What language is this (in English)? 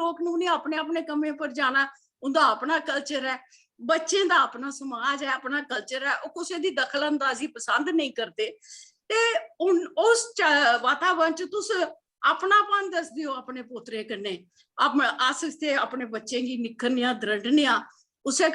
Dogri